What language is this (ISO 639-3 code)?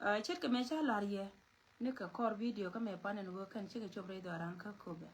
nus